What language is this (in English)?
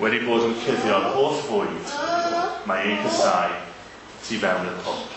Welsh